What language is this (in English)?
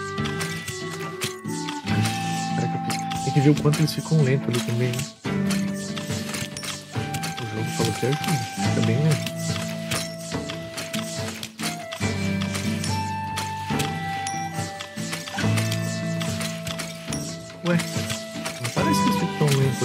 Portuguese